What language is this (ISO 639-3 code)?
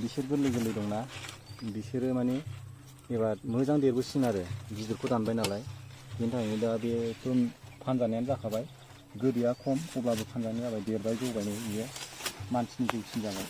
brx